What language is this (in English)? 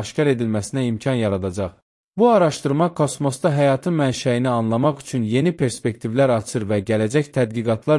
Azerbaijani